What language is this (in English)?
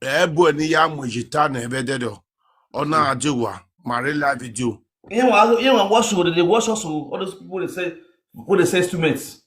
Nigerian Pidgin